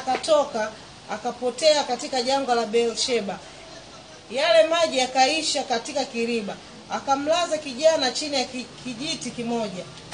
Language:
Swahili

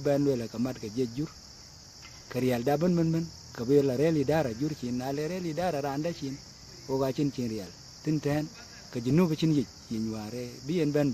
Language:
Dinka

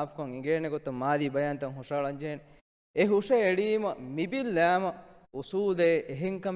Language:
Divehi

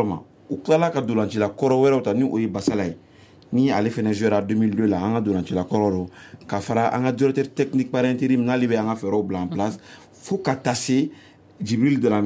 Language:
Bambara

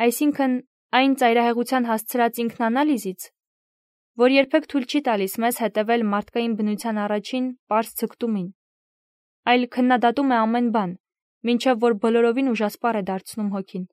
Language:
Armenian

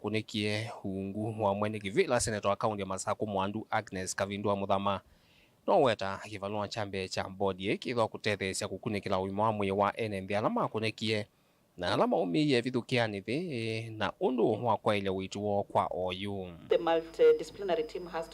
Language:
Kamba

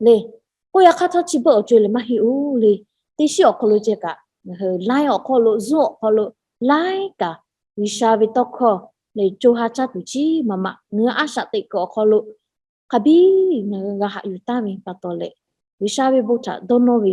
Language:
Lahu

